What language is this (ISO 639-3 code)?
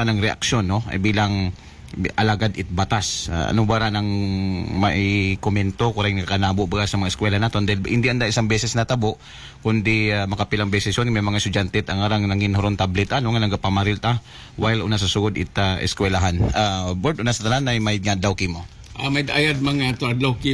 akl